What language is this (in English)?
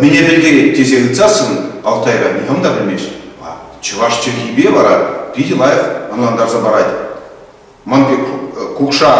Chuvash